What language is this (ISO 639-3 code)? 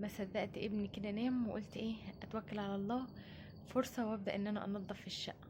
arz